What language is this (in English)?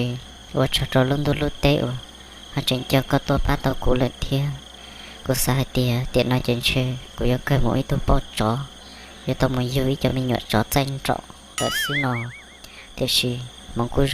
Hmong